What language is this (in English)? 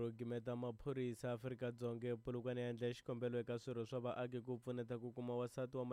Tsonga